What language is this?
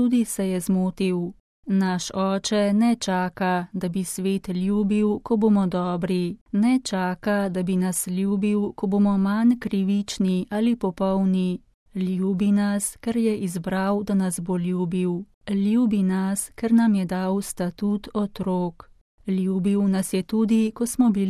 Slovenian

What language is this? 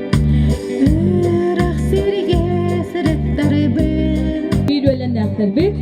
Yakut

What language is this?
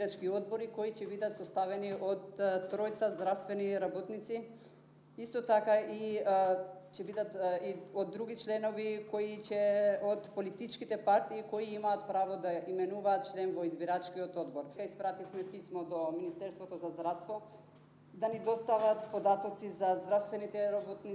Macedonian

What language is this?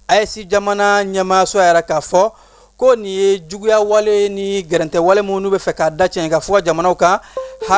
Bambara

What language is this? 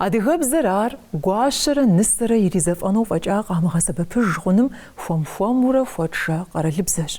Kabardian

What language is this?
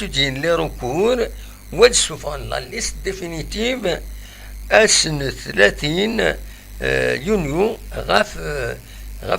Kabyle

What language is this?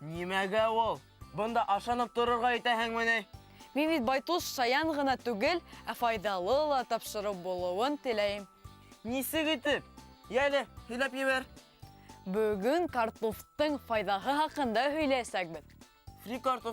Bashkir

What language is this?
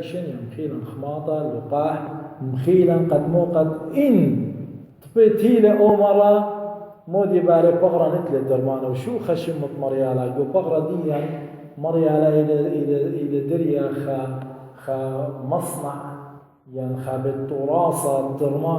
Assyrian Neo-Aramaic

